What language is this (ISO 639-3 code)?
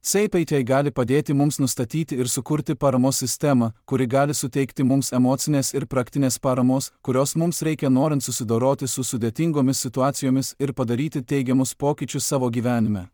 lit